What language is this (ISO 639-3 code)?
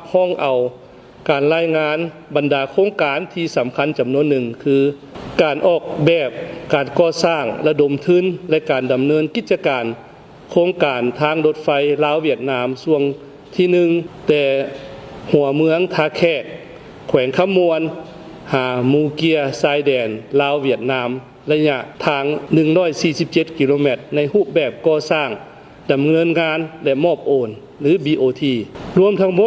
lao